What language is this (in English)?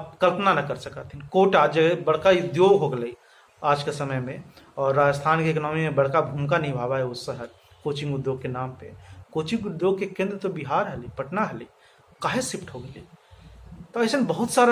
Magahi